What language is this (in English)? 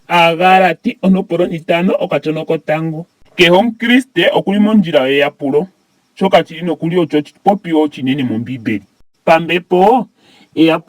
Ndonga